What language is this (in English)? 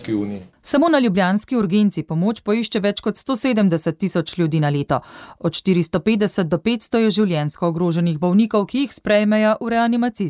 Slovenian